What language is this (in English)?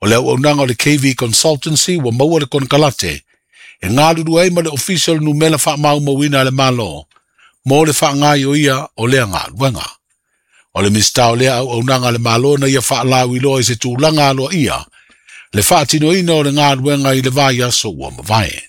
Samoan